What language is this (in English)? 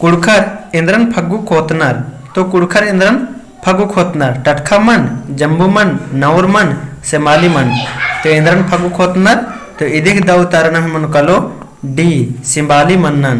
Kurukh